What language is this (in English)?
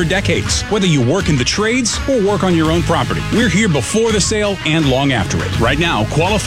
English